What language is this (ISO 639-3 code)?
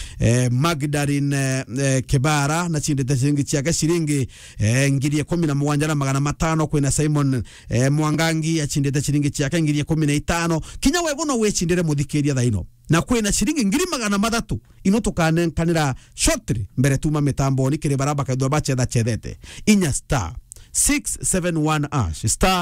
mer